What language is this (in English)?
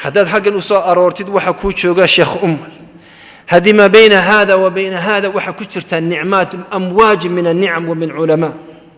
Somali